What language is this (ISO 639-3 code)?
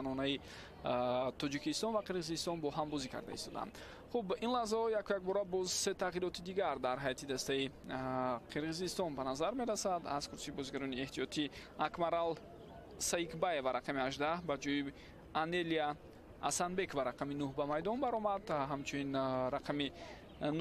tgk